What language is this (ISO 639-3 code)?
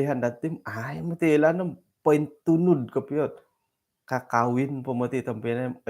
dtp